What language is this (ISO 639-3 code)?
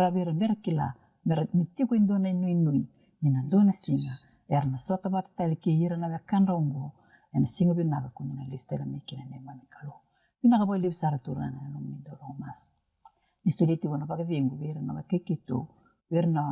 fij